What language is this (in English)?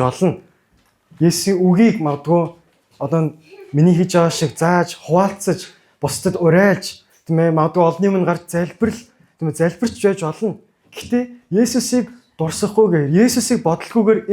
Mongolian